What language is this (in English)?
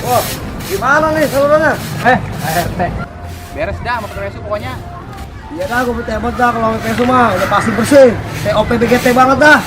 Betawi